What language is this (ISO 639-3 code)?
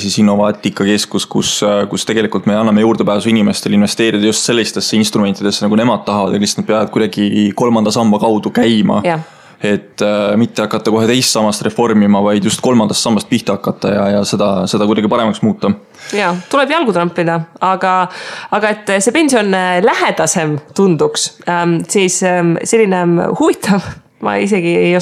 est